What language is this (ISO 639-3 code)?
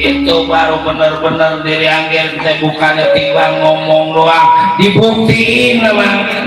bew